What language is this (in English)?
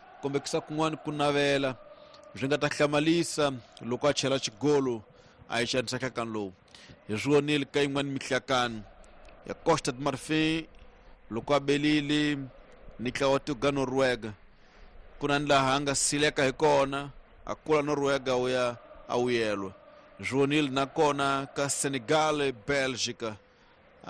Tsonga